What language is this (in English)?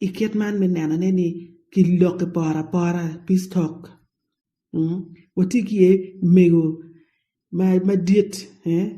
Acoli